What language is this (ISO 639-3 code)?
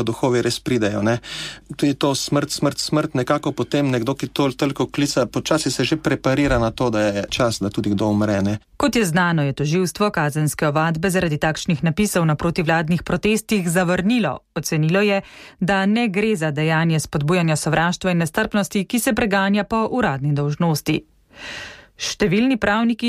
slv